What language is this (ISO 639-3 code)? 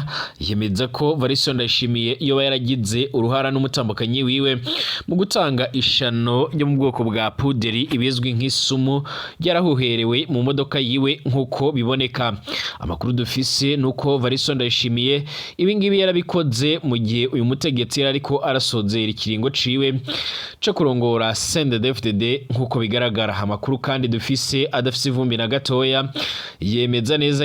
run